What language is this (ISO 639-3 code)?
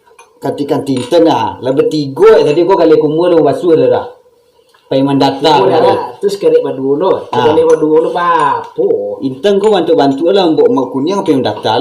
min